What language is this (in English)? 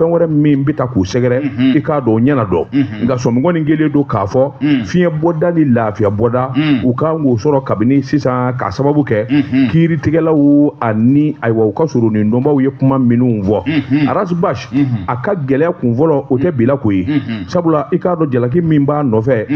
Bambara